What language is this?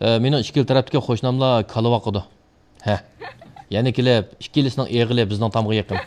Uyghur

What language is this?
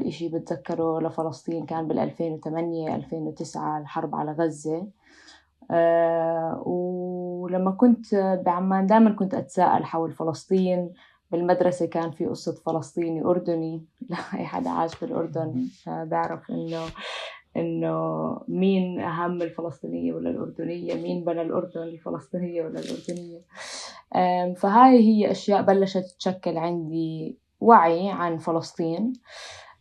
North Levantine Arabic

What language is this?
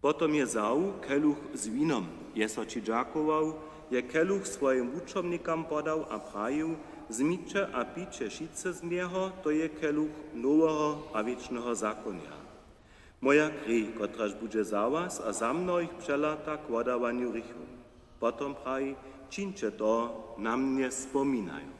Upper Sorbian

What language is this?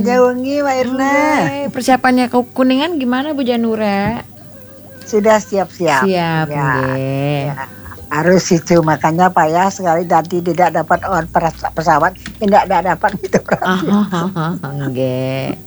Balinese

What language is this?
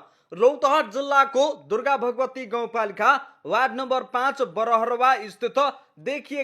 Nepali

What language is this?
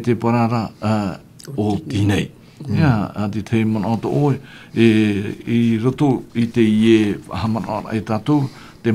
Tahitian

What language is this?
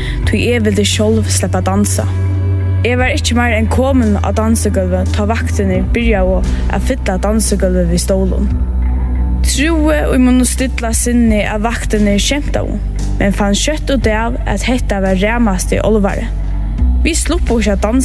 Faroese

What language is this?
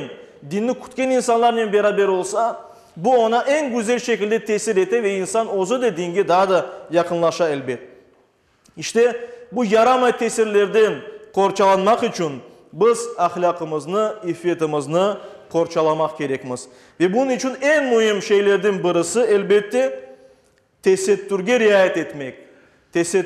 Crimean Tatar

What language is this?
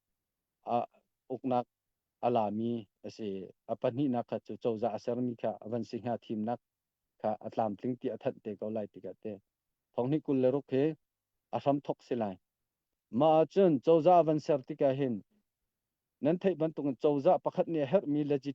Hakha Chin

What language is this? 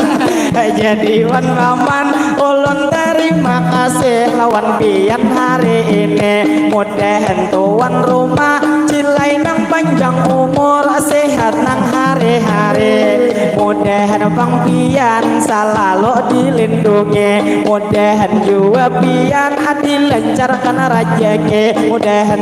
Banjar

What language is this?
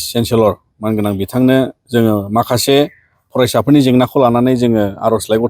Bodo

